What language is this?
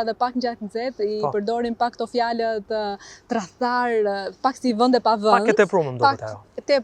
Albanian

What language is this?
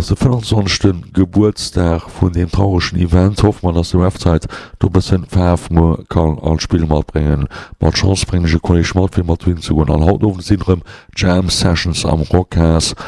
Luxembourgish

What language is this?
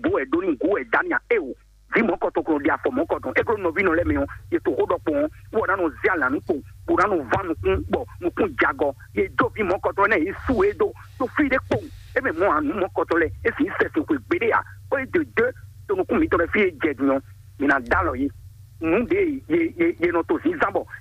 Fon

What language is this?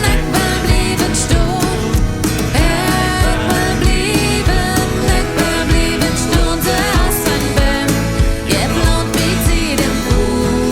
Plautdietsch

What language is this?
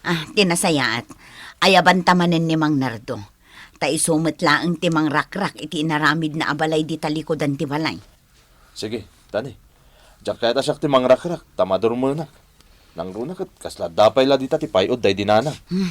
Iloko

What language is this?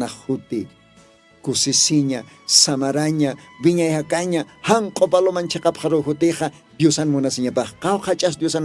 Aymara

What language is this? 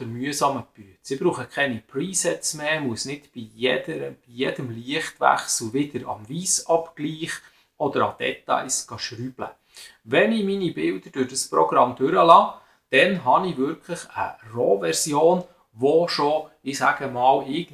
Swiss German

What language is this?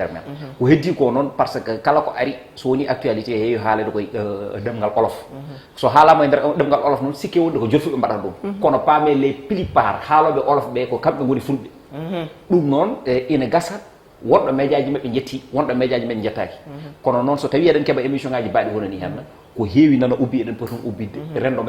Fula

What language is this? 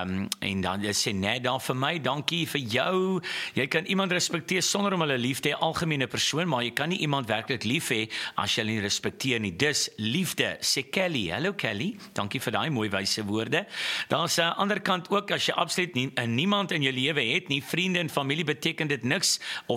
Afrikaans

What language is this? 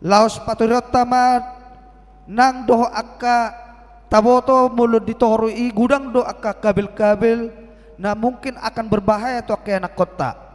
Batak Toba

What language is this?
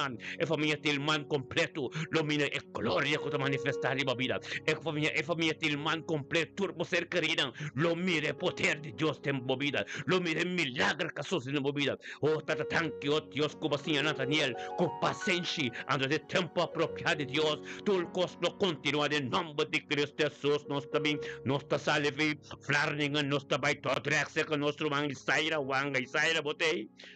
Papiamento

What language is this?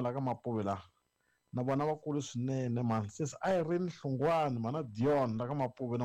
Tsonga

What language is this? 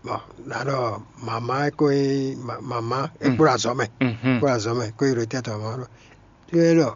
Fon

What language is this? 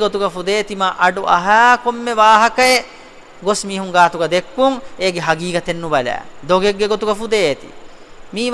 Divehi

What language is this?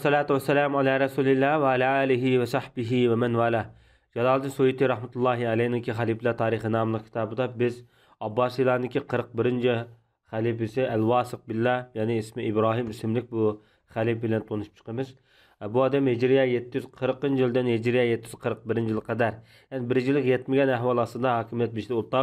Uyghur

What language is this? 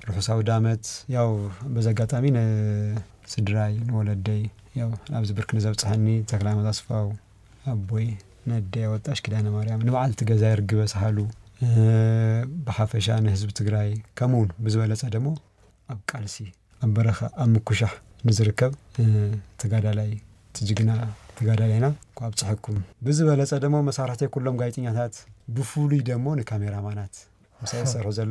Tigrinya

